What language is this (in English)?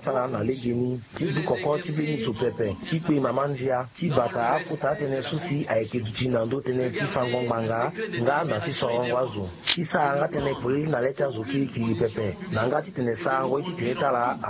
Sango